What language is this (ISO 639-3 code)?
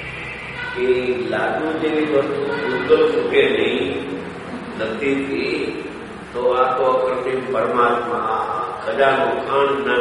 guj